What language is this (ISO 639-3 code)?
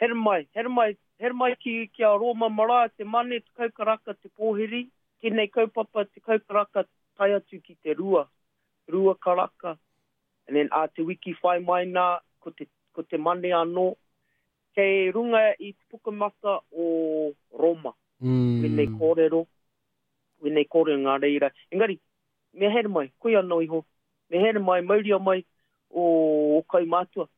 mri